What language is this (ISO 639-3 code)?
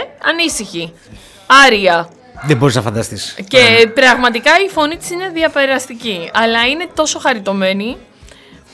ell